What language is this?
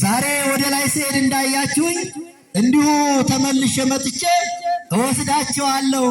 Amharic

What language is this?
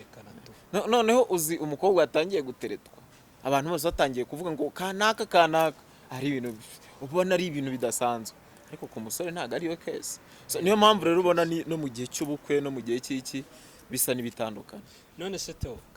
Kinyarwanda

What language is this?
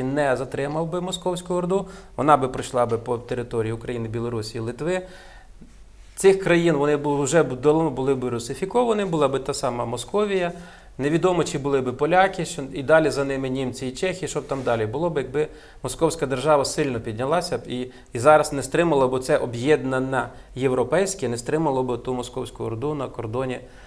Ukrainian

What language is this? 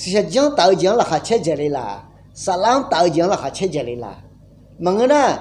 Akha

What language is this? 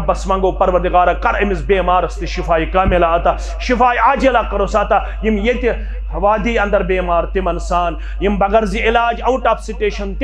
Kashmiri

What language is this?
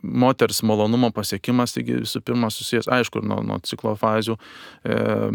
Lithuanian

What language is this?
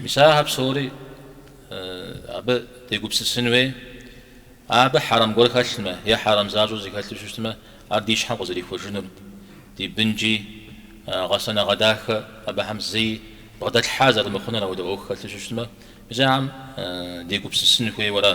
Kabardian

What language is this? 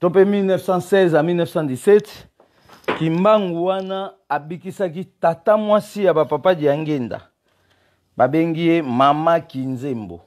Lingala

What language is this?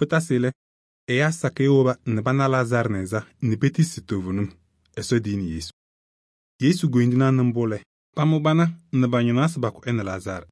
Kabiyè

